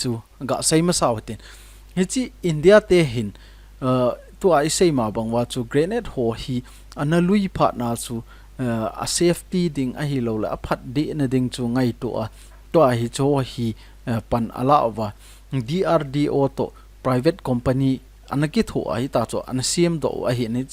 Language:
Thado Chin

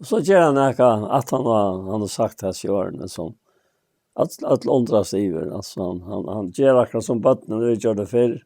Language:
Faroese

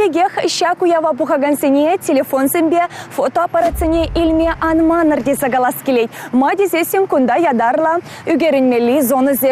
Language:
Chuvash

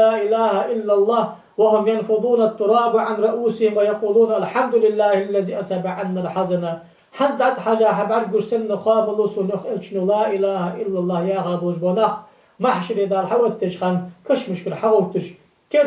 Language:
Ingush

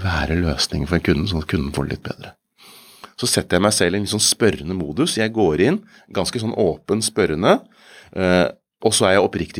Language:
Norwegian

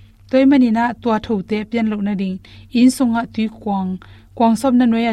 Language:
Tedim Chin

